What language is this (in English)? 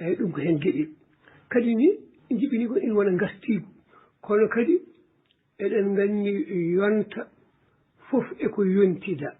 Fula